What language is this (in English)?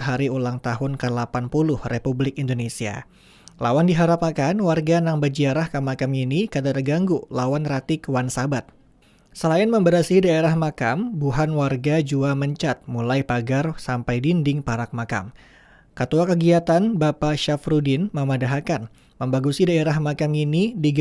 Banjar